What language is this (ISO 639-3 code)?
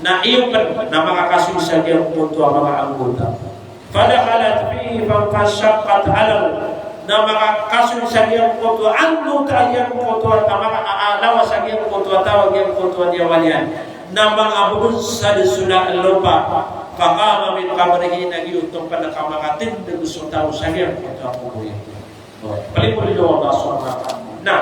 mrw